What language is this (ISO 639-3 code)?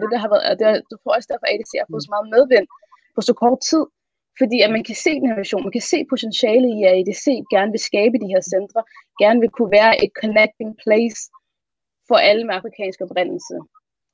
dan